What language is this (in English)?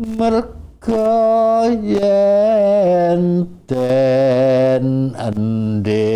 Javanese